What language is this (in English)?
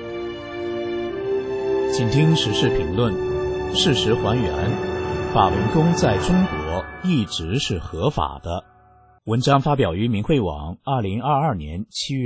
Chinese